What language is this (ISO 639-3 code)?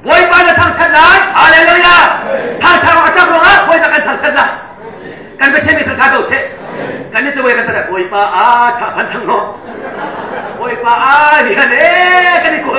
cnh